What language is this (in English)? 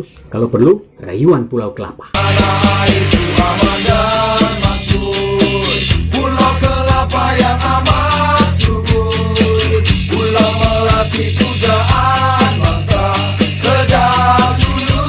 Manado Malay